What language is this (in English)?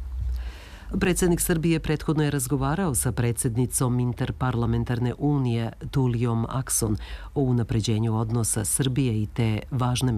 Serbian